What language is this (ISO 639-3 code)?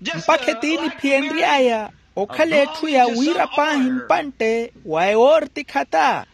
vmw